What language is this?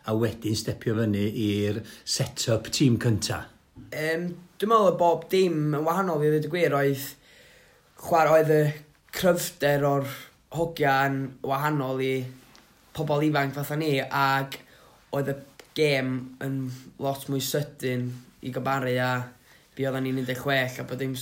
Welsh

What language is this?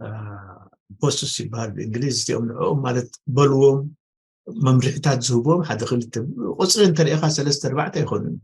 Tigrinya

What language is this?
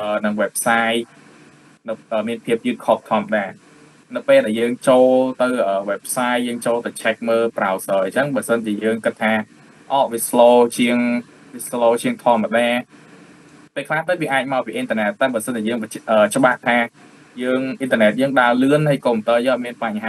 Khmer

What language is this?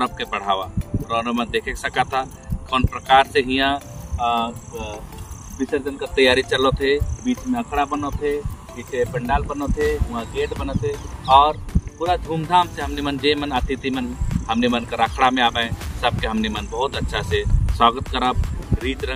Sadri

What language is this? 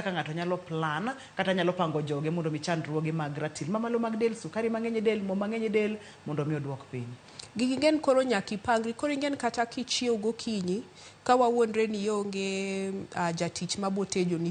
Luo (Kenya and Tanzania)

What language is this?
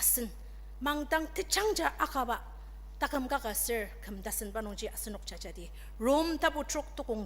Ao Naga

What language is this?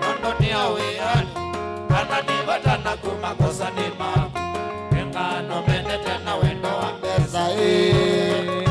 Kamba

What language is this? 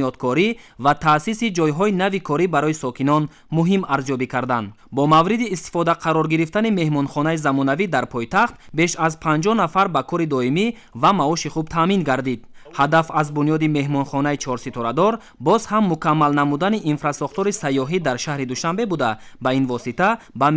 Tajik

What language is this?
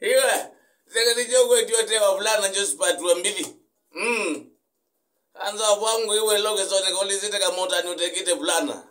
Kamba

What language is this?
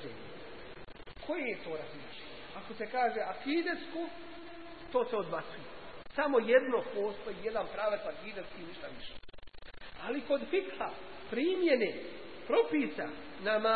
Bosnian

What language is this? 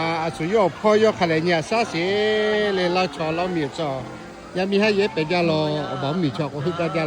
Lahu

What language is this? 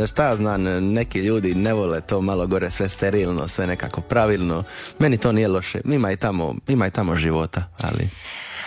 Croatian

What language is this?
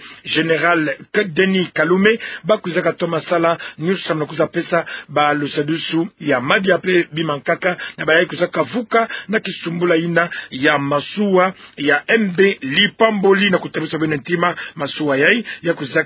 Kituba (Democratic Republic of Congo)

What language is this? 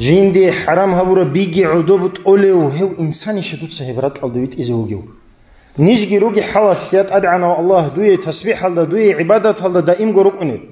Avaric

